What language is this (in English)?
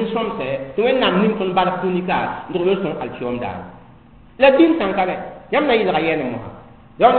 Mossi